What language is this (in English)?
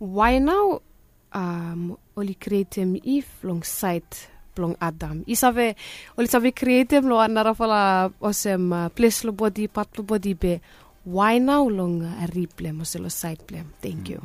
Bislama